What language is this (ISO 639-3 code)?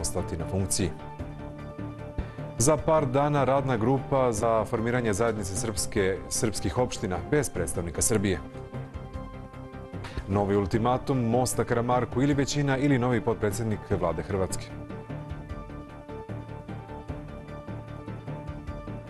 srp